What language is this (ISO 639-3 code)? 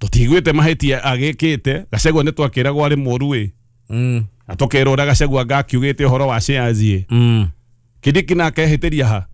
kik